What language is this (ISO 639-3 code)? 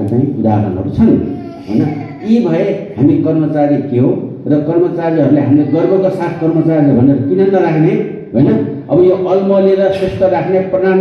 nep